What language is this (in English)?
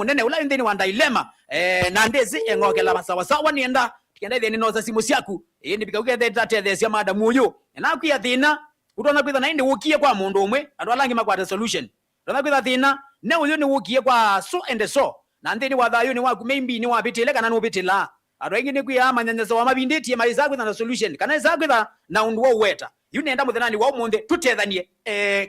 Kamba